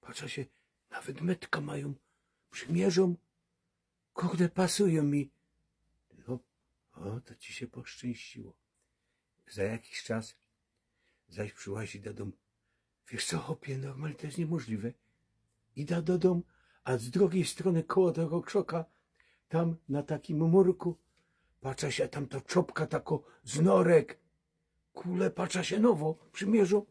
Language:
Silesian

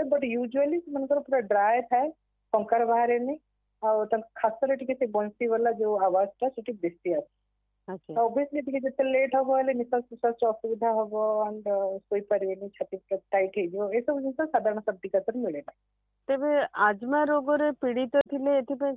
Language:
Odia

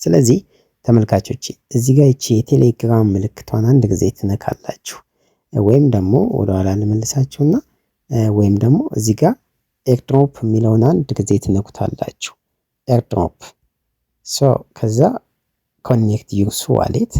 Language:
Amharic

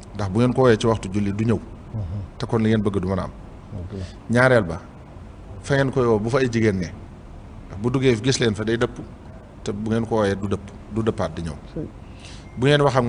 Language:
Wolof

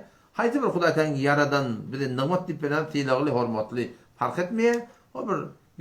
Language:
Turkmen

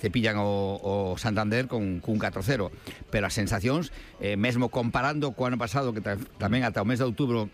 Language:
Galician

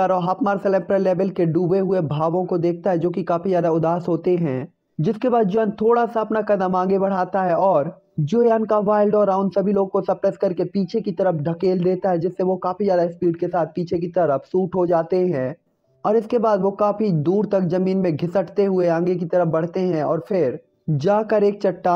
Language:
Hindi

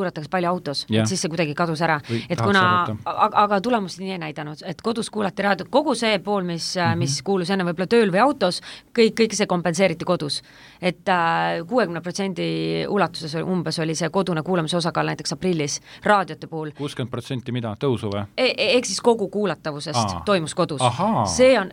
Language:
Estonian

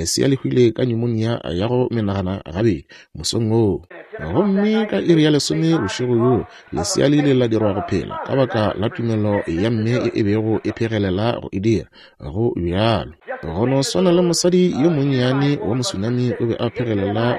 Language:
Northern Sotho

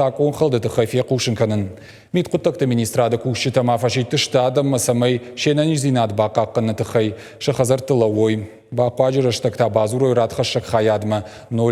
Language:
Ossetic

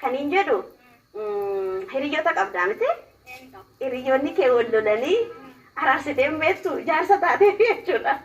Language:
Oromo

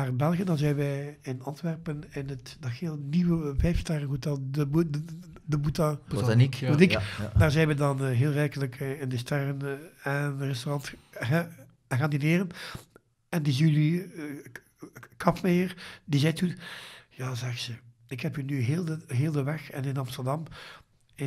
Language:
Dutch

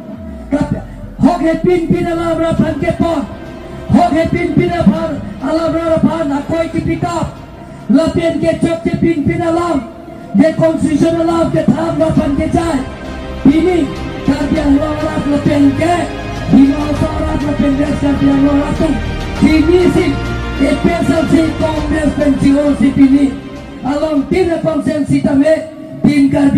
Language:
Karbi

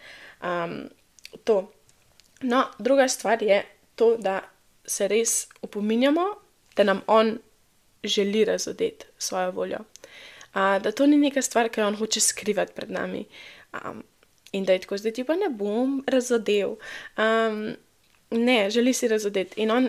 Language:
Slovenian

